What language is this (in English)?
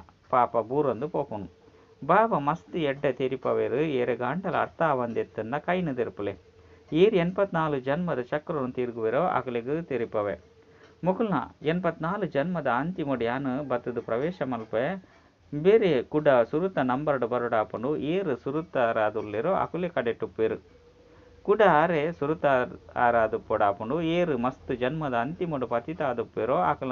Tulu